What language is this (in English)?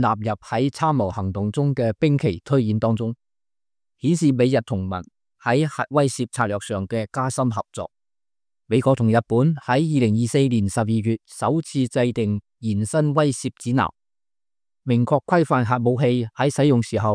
Cantonese